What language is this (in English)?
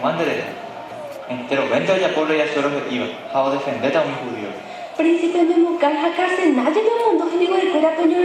Guarani